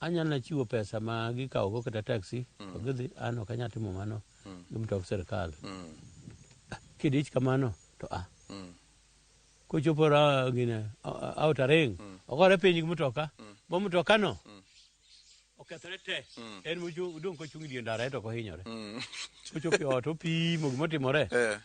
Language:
Luo (Kenya and Tanzania)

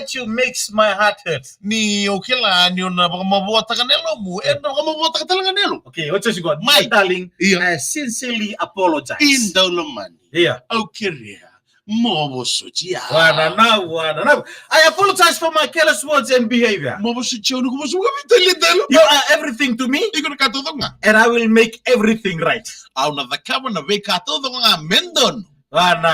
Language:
Fijian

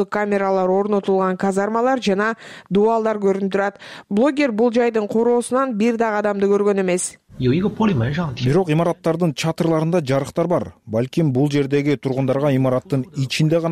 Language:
Kyrgyz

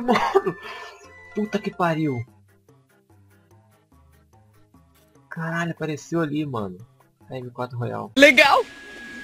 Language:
Portuguese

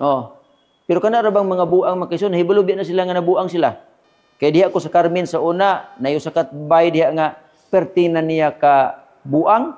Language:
Cebuano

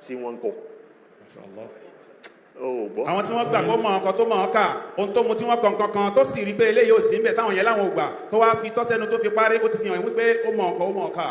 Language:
Yoruba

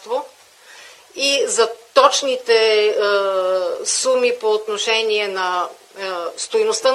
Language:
Bulgarian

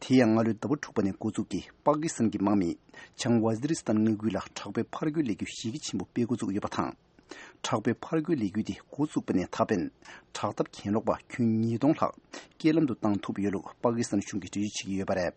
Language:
Tibetan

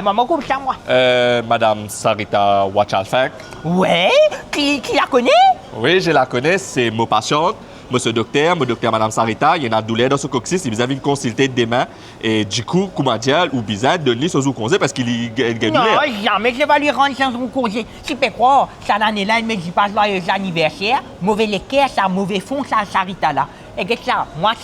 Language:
Morisyen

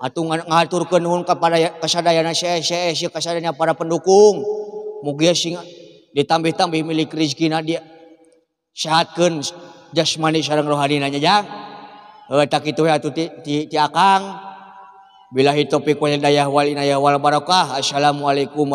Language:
Sundanese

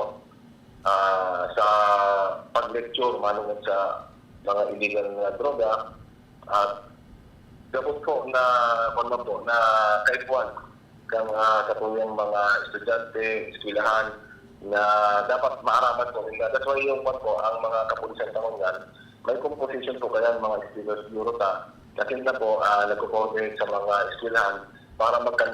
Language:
Bikol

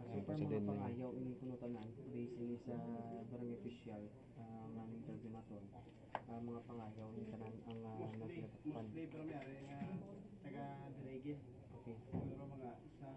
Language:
Hiligaynon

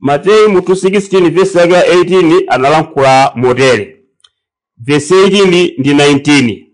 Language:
Nyanja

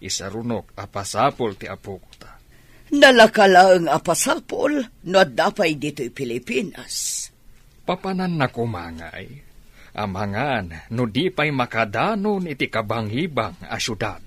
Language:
Iloko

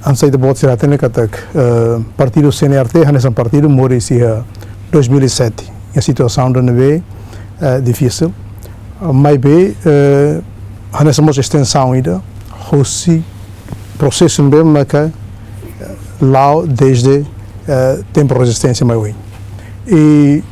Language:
Tetum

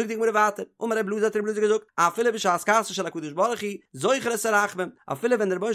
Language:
Yiddish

